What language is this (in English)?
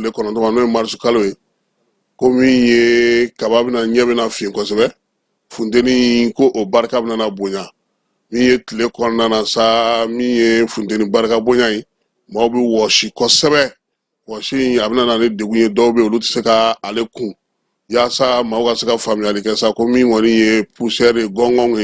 Bambara